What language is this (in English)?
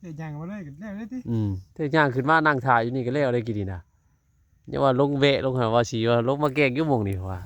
Northeastern Thai